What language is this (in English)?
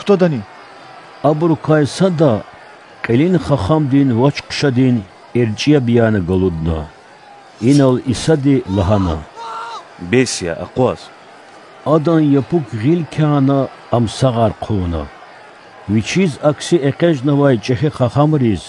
Lezghian